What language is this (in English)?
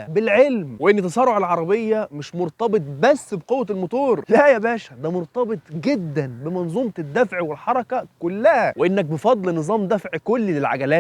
Egyptian Arabic